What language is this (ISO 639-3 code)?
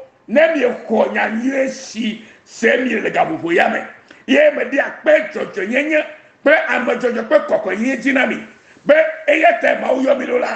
ewe